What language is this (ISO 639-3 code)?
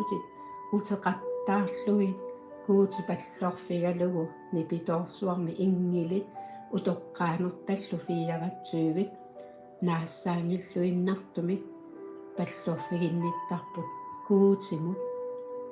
kal